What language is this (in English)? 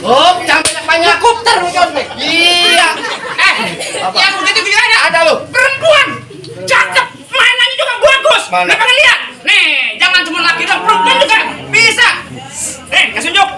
Betawi